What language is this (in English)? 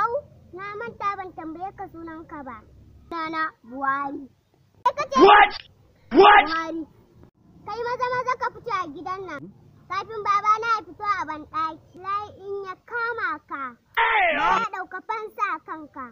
Hausa